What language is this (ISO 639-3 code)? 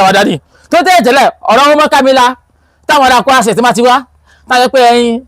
yor